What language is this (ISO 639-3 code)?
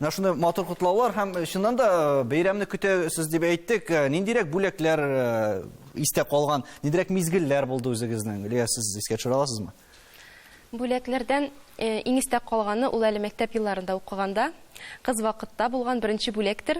tat